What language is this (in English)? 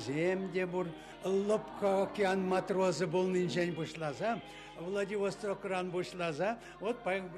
Chuvash